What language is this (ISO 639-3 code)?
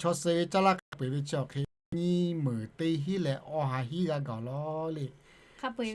lhu